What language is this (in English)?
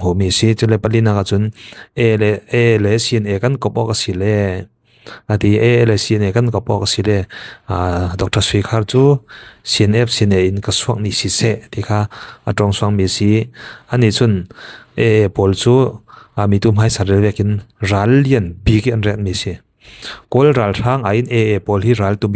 Falam Chin